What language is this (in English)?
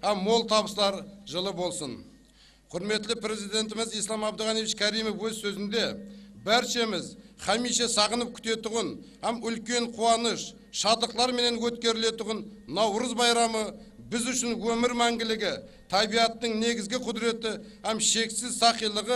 Kara-Kalpak